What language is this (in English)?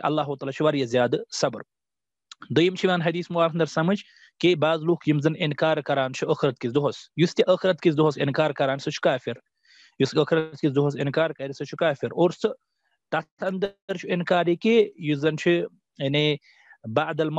Kashmiri